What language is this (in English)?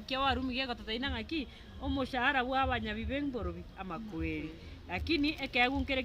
Gusii